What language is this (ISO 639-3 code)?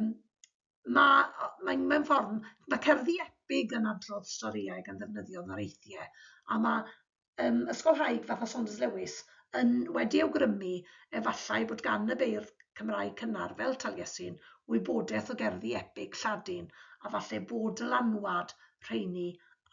cym